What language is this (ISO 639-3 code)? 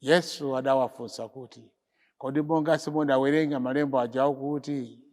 nya